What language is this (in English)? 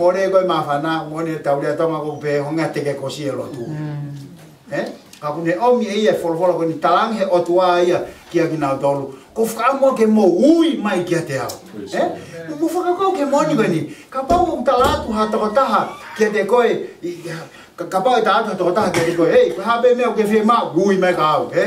Tongan